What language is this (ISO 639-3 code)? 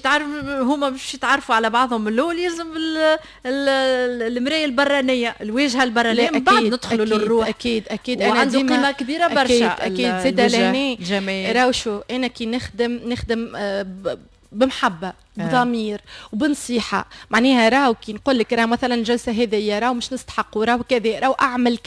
aeb